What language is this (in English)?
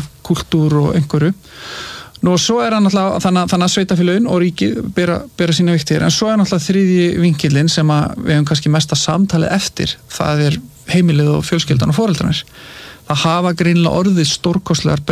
Icelandic